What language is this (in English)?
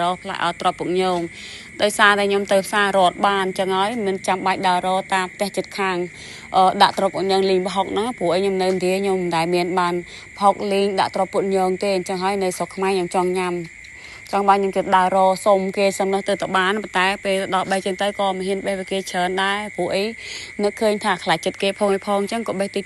Khmer